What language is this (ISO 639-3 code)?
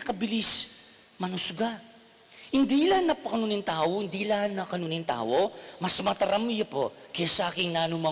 pam